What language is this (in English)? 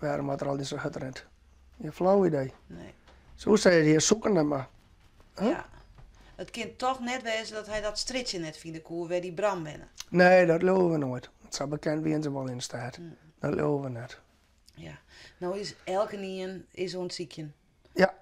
Western Frisian